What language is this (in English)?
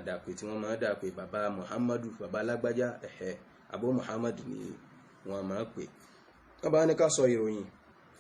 Yoruba